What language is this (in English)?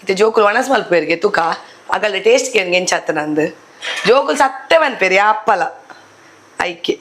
Tulu